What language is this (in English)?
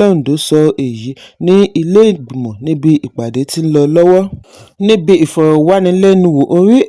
Yoruba